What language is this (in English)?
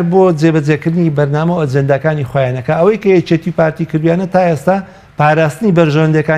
Central Kurdish